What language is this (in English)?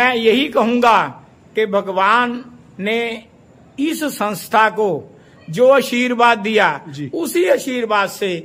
Hindi